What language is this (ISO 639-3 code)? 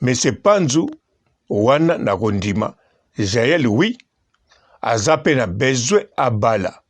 lin